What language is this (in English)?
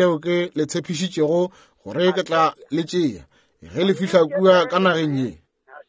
Northern Sotho